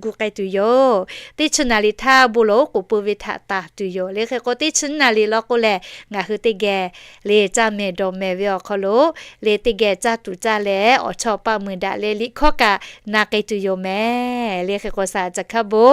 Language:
Lahu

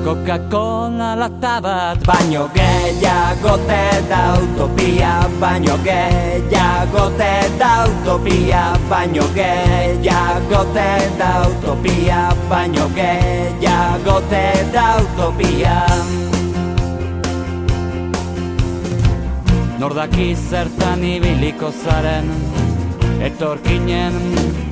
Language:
Basque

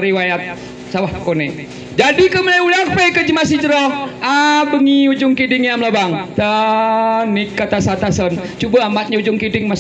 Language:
Gayo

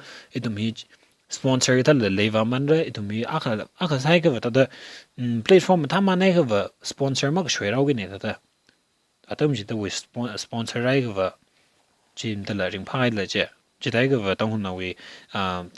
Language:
Tangkhul Naga (India)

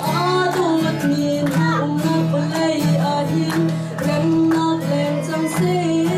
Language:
Hakha Chin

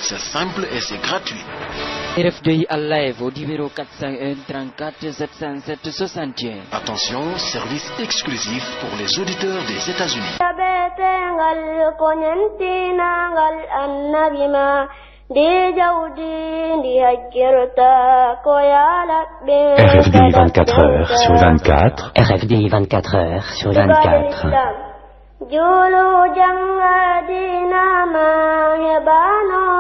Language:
Pular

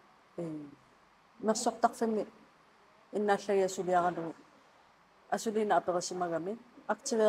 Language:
Kalaallisut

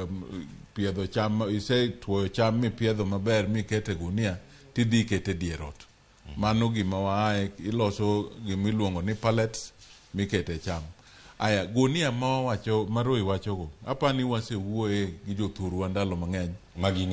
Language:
Luo (Kenya and Tanzania)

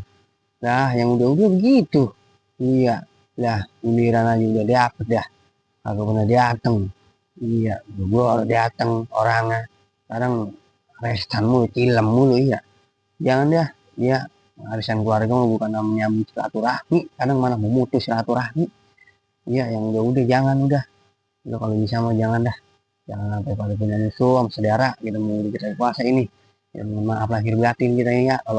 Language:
Betawi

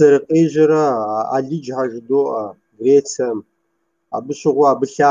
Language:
Kabardian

